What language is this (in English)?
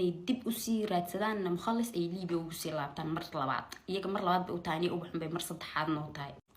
Somali